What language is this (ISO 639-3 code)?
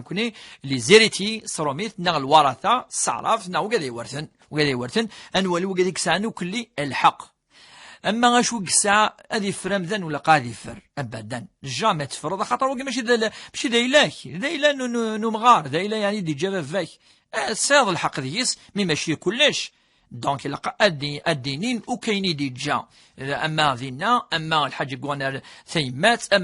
kab